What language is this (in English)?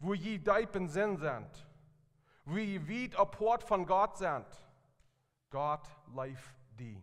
Plautdietsch